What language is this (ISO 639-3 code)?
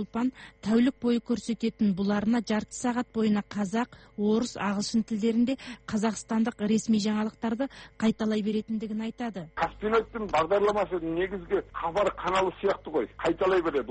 kaz